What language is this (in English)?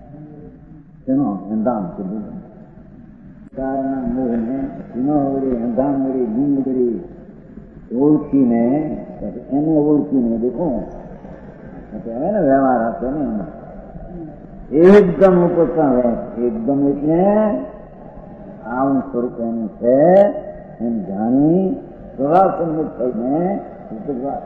Gujarati